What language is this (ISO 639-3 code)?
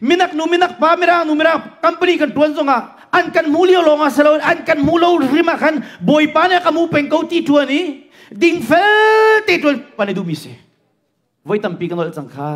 cnh